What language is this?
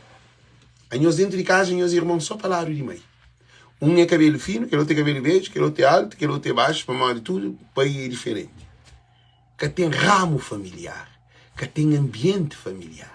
Kabuverdianu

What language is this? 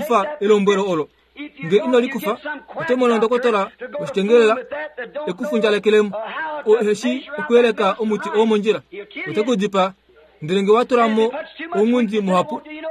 Kuanyama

